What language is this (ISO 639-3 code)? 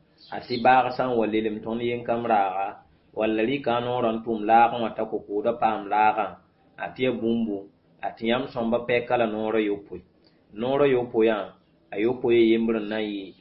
mos